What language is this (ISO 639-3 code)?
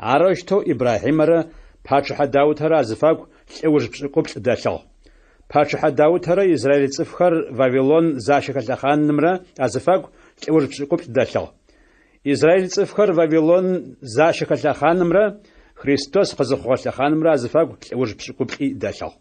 ady